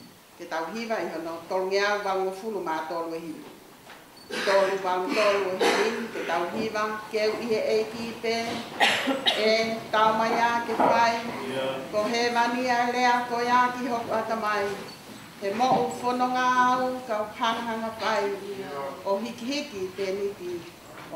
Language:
Tongan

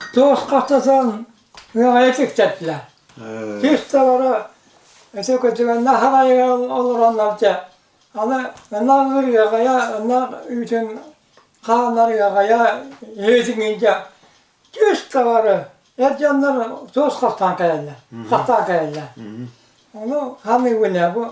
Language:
Yakut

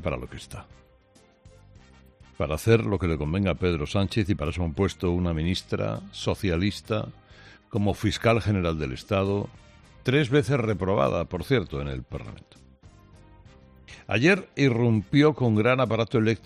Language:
Spanish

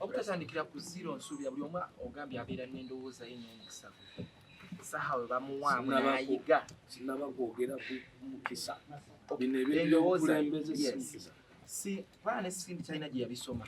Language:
Ganda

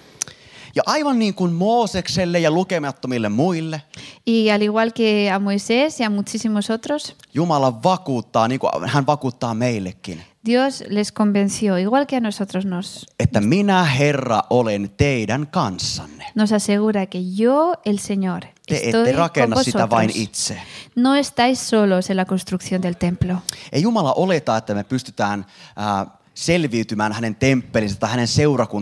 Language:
Finnish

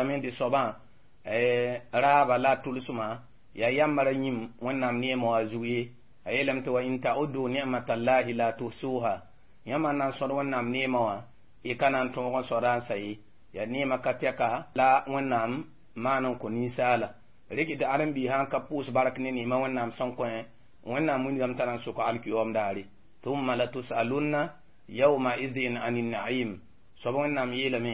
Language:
Mossi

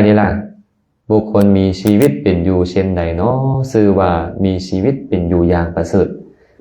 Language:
Lao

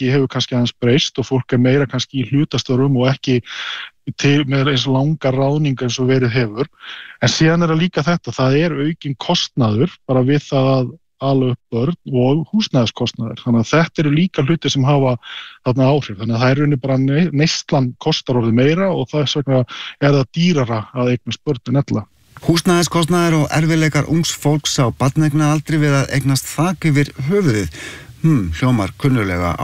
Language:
Icelandic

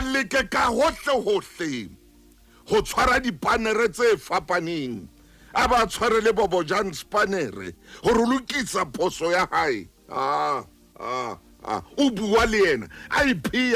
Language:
Southern Sotho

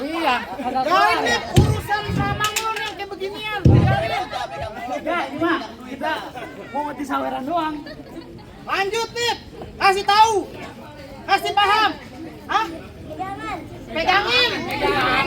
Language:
Betawi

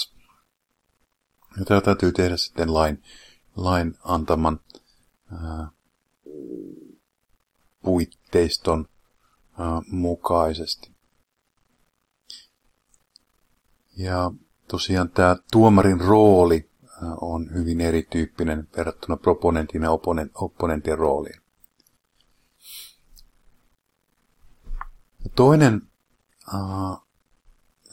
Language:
Finnish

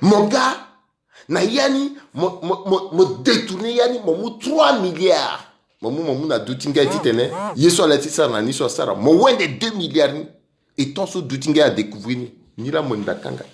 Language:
Sango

